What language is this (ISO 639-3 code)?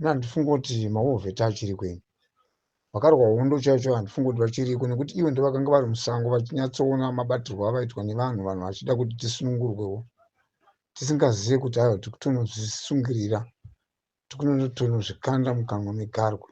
sna